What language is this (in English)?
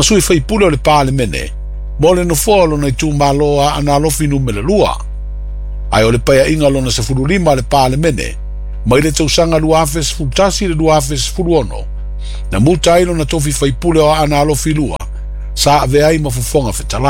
Samoan